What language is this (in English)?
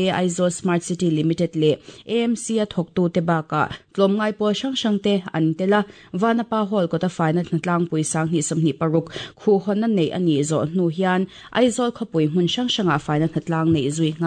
Mizo